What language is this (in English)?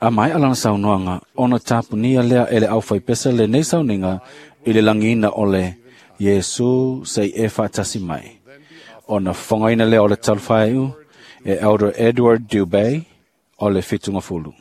Samoan